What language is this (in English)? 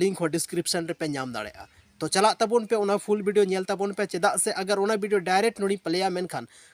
Santali